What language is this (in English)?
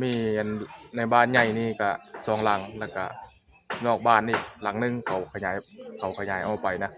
Northeastern Thai